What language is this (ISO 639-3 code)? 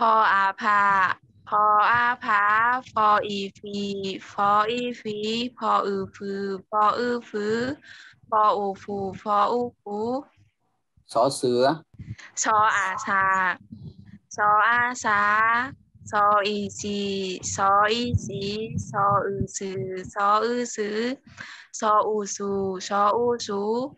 shn